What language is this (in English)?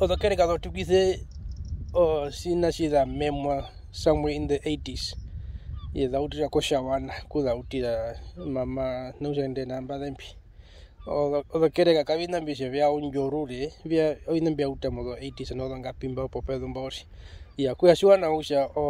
Herero